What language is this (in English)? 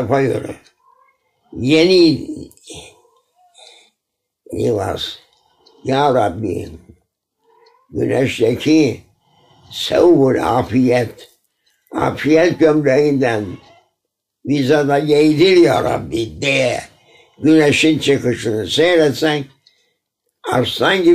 Turkish